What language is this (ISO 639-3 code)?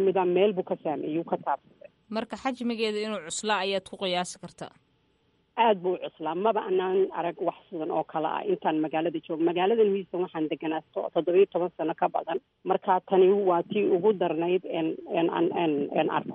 som